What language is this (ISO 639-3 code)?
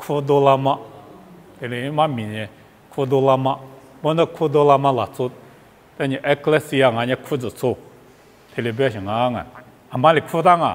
lis